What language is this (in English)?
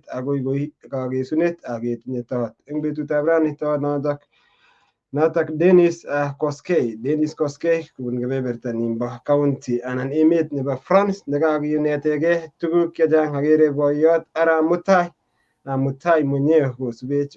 Kalenjin